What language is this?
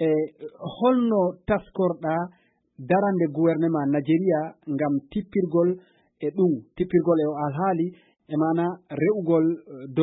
Nigerian Fulfulde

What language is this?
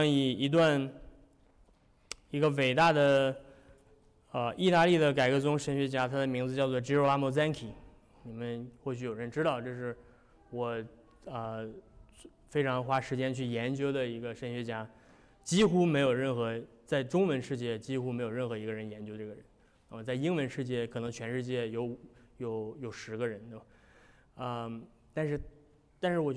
Chinese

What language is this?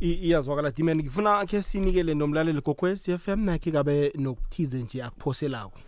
South Ndebele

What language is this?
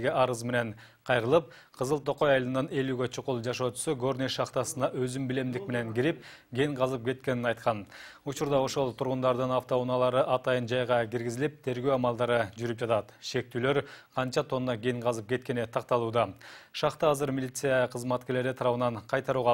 Kyrgyz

